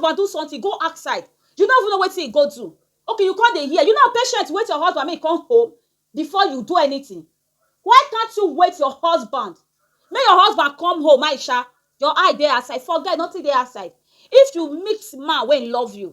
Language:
Nigerian Pidgin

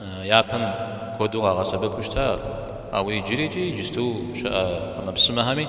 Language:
Kabardian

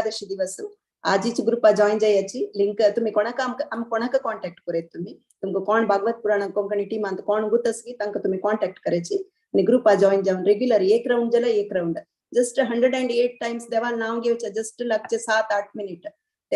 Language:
Konkani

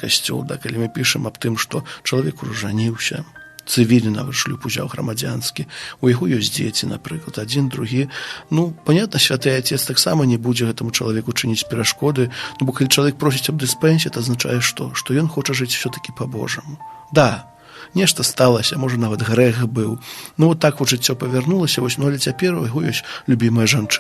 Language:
Belarusian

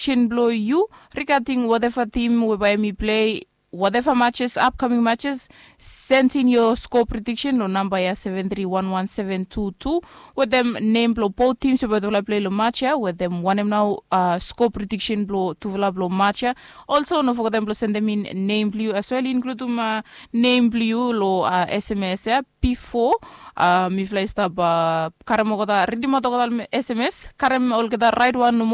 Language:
Bislama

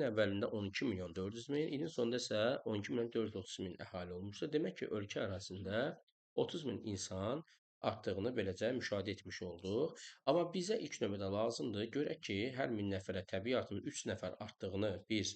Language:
Azerbaijani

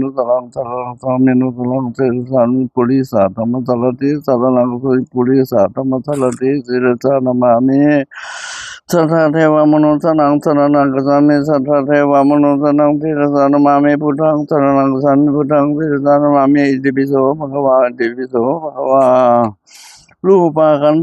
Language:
Pali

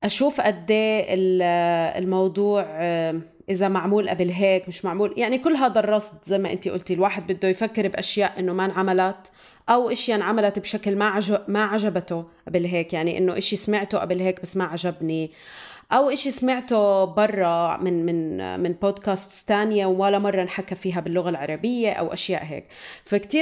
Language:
North Levantine Arabic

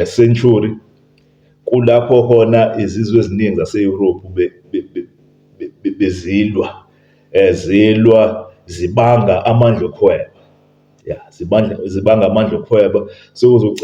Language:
Zulu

